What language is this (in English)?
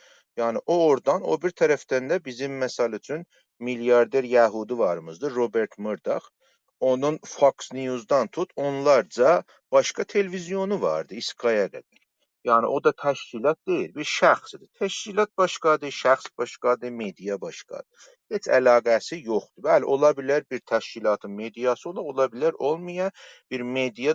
South Azerbaijani